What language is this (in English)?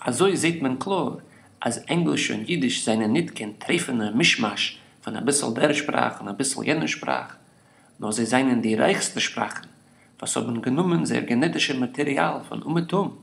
Yiddish